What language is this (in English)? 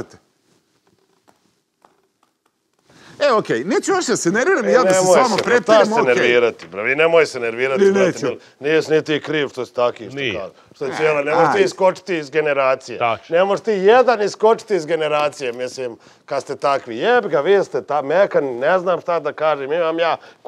Serbian